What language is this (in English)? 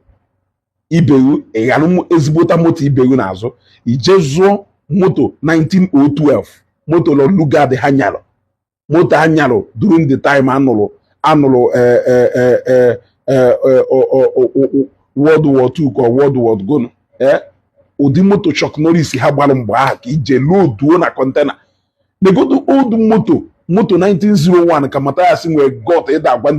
Igbo